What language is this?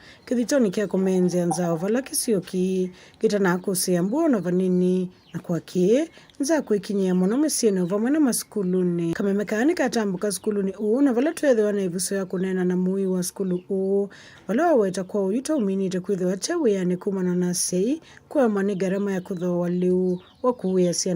Kamba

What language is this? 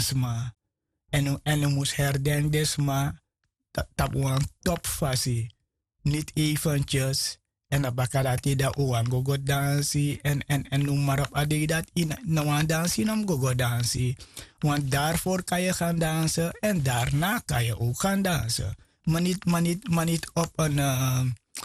Sranan Tongo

